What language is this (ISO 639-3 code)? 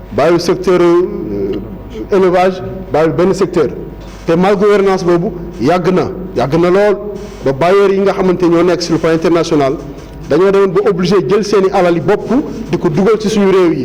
wol